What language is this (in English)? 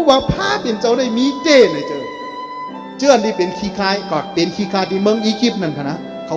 Shan